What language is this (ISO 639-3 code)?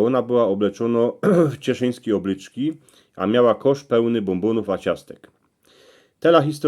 szl